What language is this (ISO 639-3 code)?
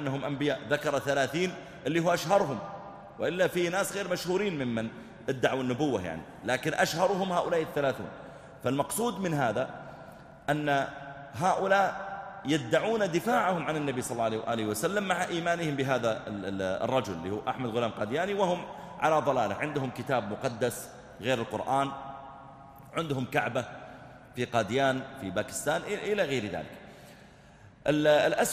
ara